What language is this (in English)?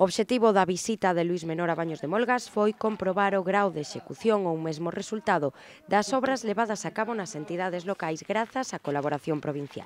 Galician